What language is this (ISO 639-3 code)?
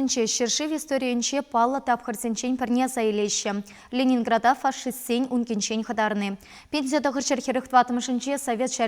chv